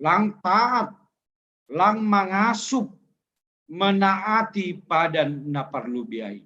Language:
Batak Simalungun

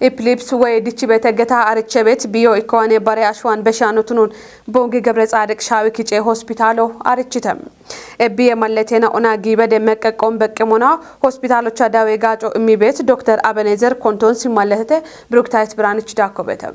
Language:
Kafa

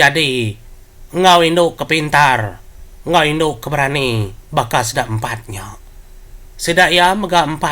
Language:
Iban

